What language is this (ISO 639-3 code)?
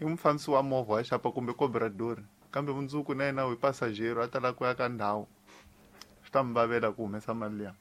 tso